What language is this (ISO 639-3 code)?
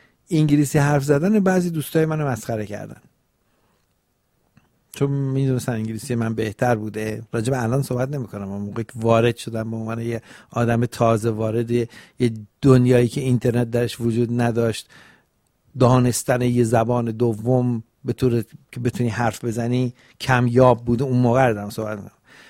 fas